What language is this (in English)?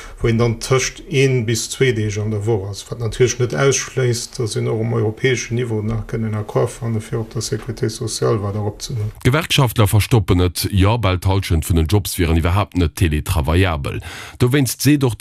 Luxembourgish